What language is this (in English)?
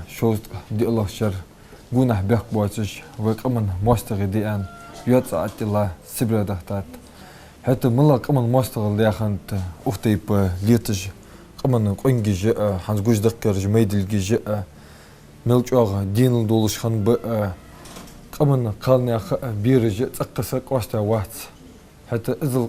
Ingush